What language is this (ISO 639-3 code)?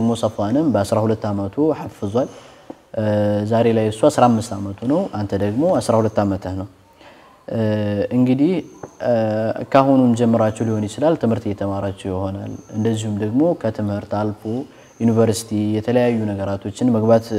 amh